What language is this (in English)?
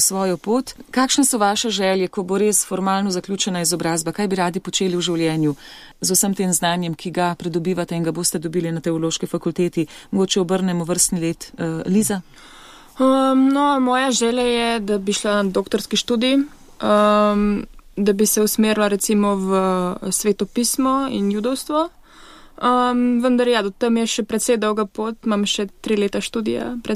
Slovenian